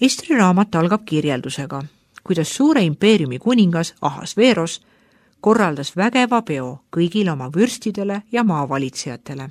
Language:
Estonian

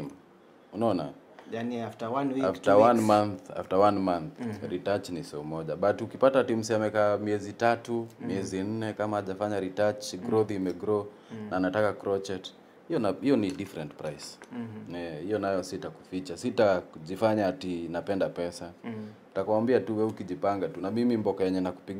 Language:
Swahili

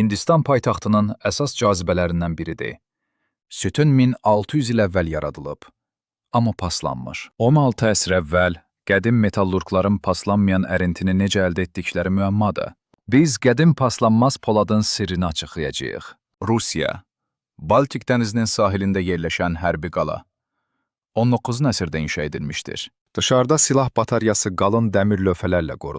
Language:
Azerbaijani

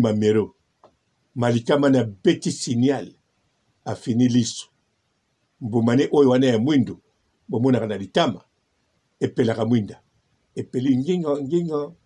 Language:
Lingala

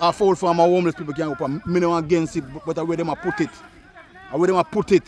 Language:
Jamaican Creole English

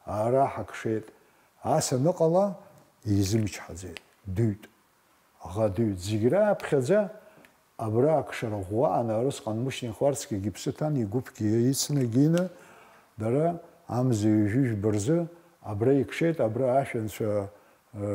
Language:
Abkhazian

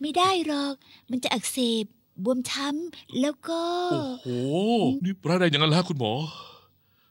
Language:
Thai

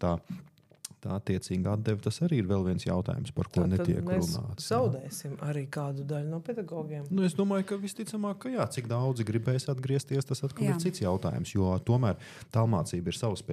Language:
Latvian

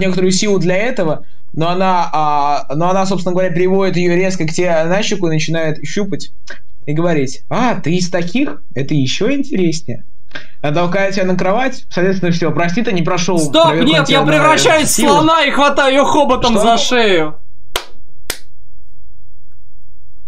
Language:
Russian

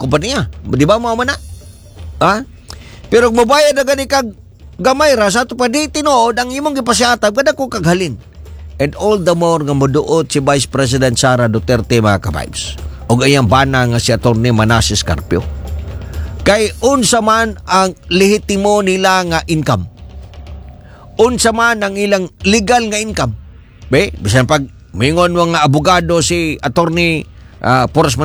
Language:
Cebuano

